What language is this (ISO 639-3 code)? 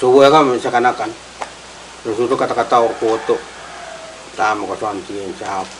pon